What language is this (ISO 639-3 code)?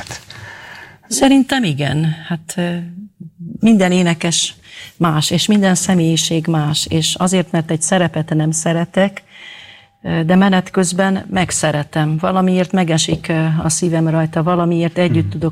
hun